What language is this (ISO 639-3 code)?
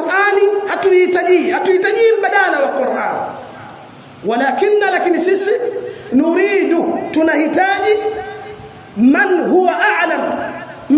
swa